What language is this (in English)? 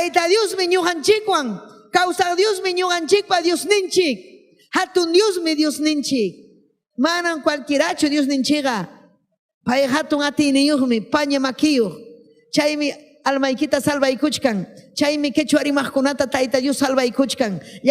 Ayacucho Quechua